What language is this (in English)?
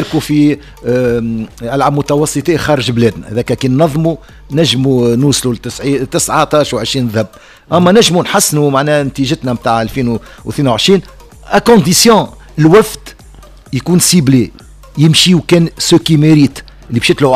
Tunisian Arabic